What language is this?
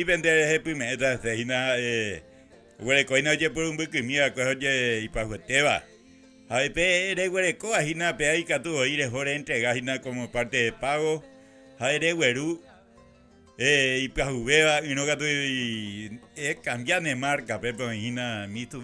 Guarani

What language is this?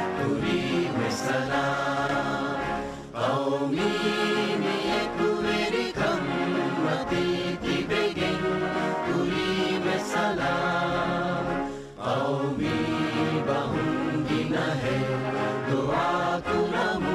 Divehi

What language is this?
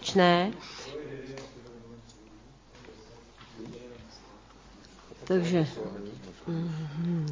Czech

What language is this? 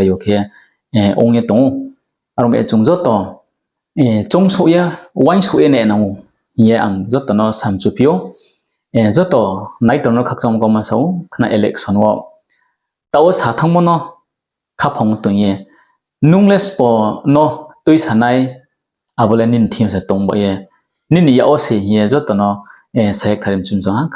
Riang (India)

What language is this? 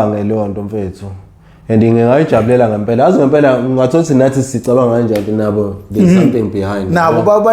Zulu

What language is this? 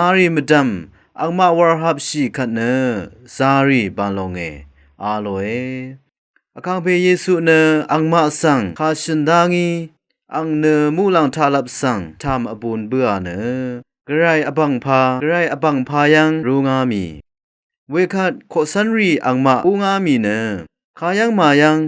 Rawang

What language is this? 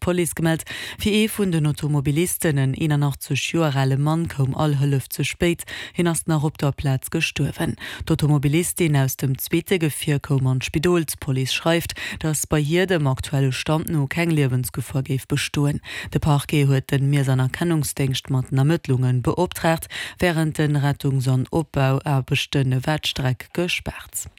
Luxembourgish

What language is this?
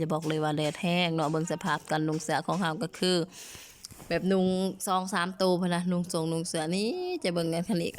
Lao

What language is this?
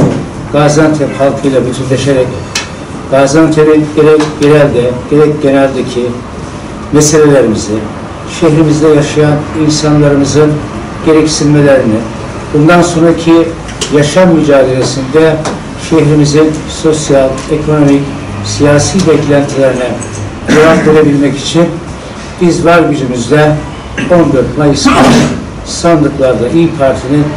Turkish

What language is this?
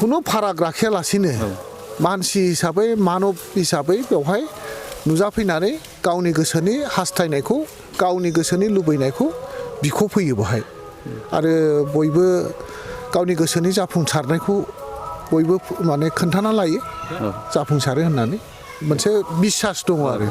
Bodo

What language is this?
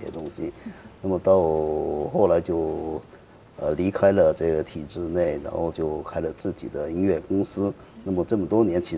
Chinese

